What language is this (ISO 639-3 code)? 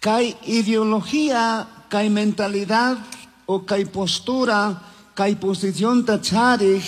qug